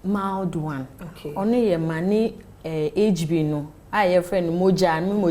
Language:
Akan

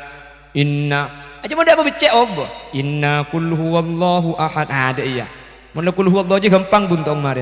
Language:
Madurese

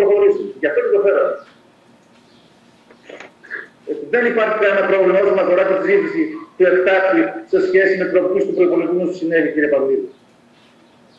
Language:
Greek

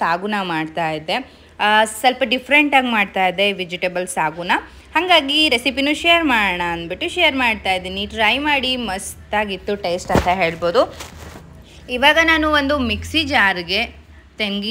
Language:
Kannada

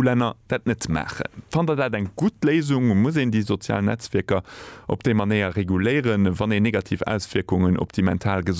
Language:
Luxembourgish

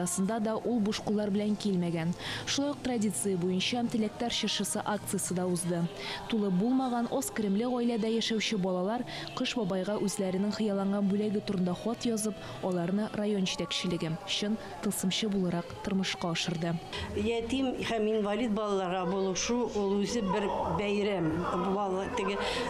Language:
Tatar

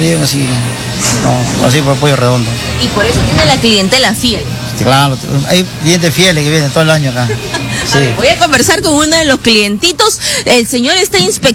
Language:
Spanish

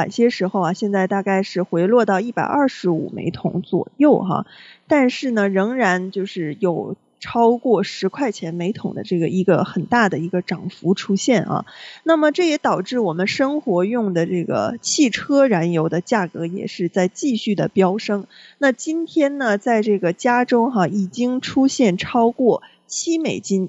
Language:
Chinese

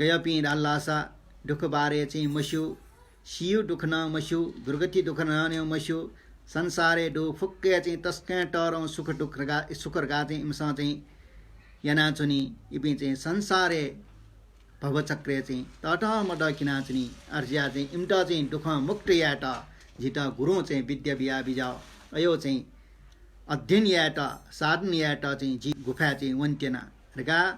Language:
Newari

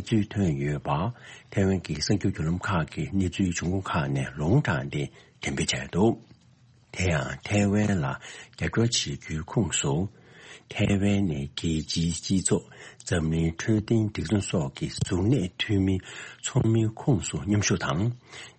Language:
Tibetan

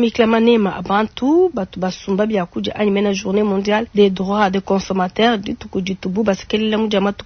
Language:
Luba-Lulua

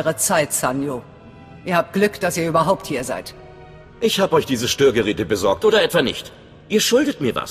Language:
German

